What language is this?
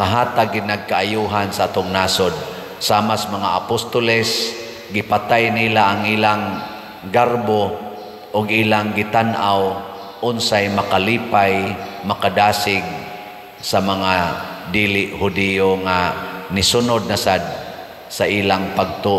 Cebuano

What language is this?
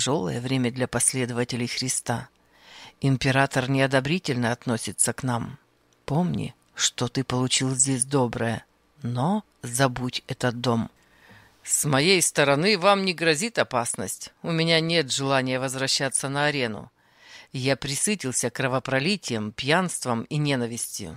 Russian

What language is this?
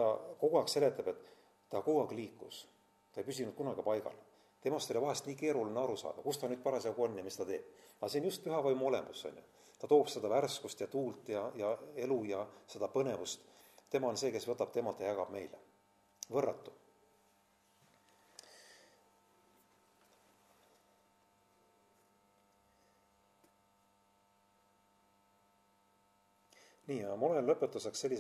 Estonian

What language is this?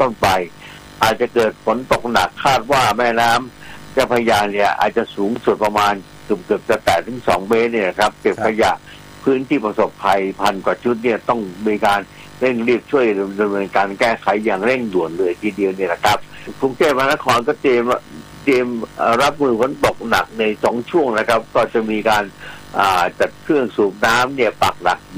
Thai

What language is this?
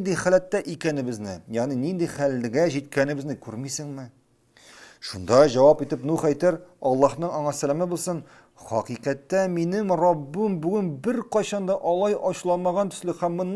Tatar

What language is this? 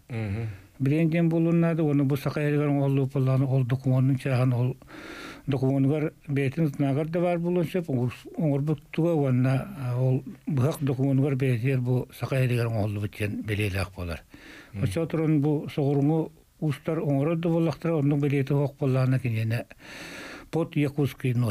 Yakut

